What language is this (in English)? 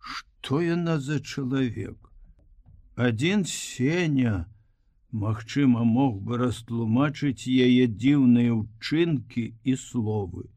Belarusian